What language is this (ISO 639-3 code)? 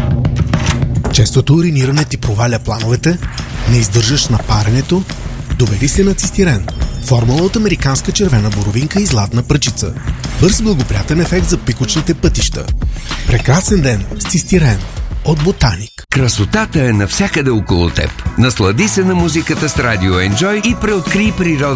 bul